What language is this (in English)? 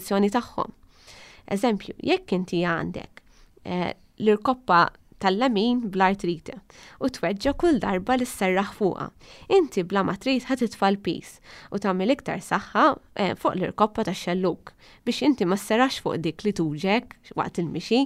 Maltese